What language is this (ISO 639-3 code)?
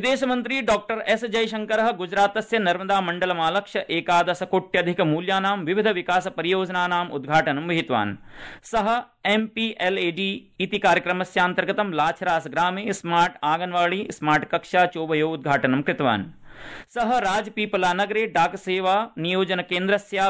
san